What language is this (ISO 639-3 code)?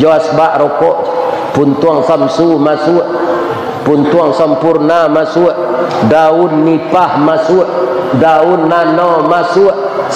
min